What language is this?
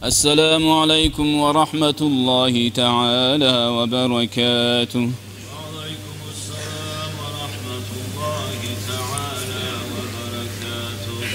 Kumyk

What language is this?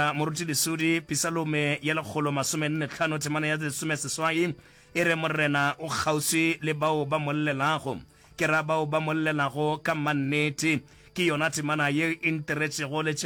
Northern Sotho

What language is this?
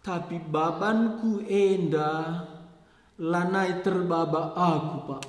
Batak Karo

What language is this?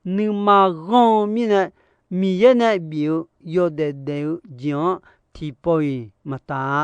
Akha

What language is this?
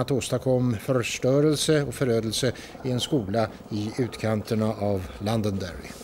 Swedish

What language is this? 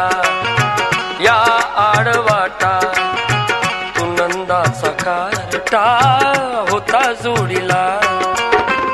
Marathi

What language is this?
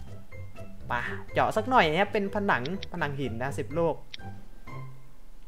Thai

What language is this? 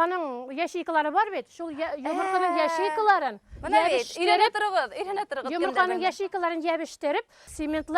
Bashkir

